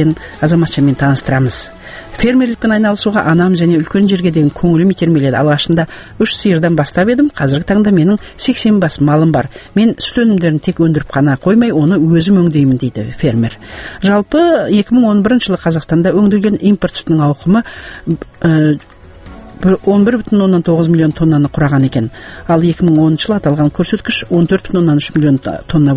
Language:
Kazakh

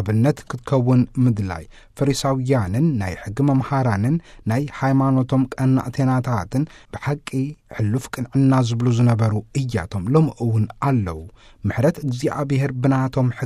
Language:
Tigrinya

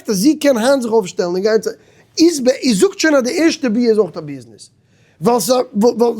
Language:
Yiddish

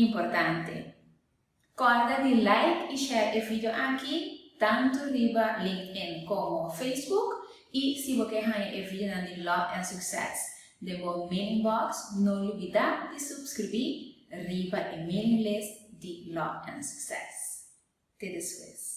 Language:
Papiamento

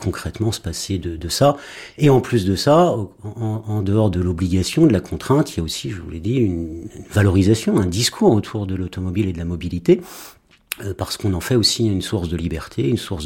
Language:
French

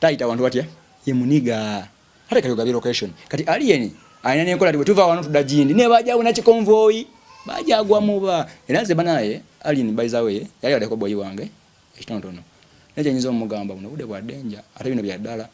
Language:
Ganda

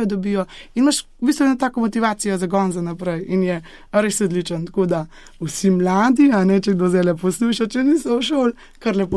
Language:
Slovenian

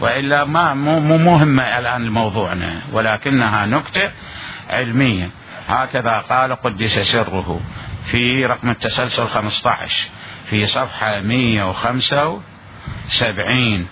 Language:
Mesopotamian Arabic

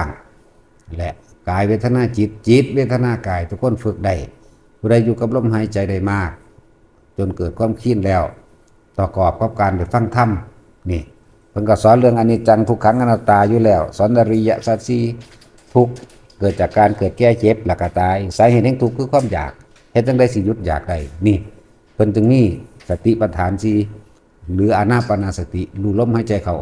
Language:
Northeastern Thai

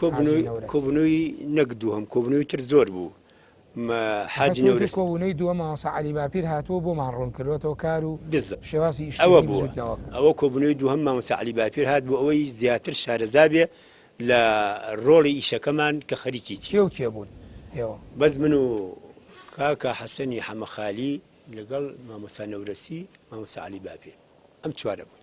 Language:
Central Kurdish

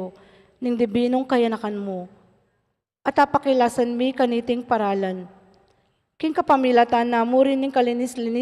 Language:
Pampanga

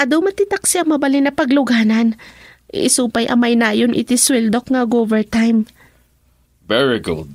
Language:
Iloko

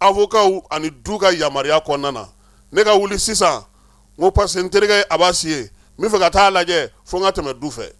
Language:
Bambara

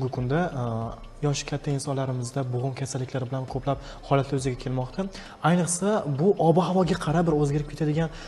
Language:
Uzbek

